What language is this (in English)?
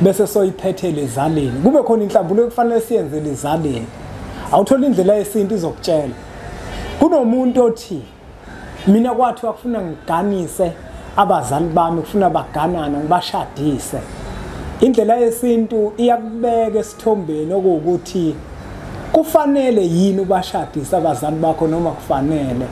Zulu